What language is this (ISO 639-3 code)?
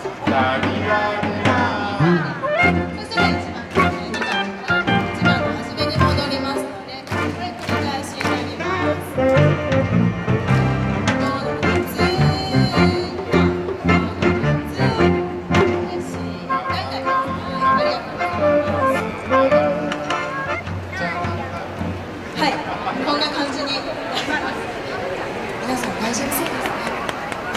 jpn